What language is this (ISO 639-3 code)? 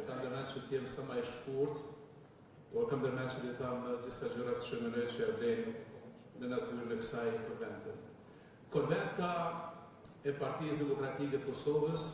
sqi